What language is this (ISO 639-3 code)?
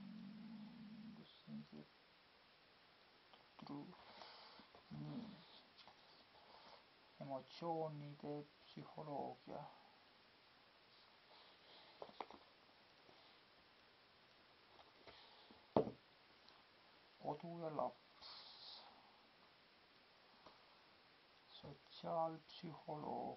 est